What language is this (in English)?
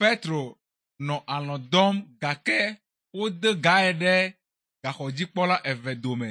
Ewe